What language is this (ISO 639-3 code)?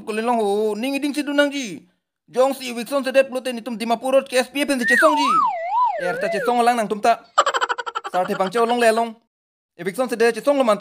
mjw